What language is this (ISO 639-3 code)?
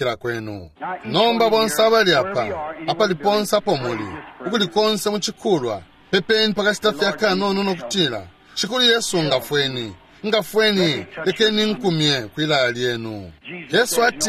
bem